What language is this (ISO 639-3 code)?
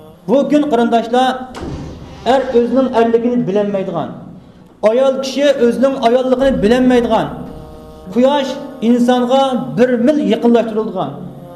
uig